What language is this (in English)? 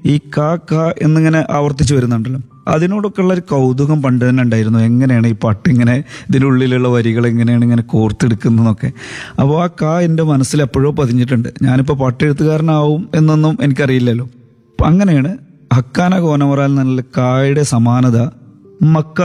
Malayalam